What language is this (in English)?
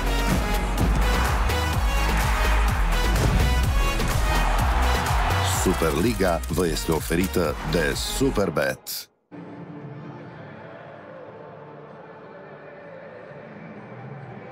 Romanian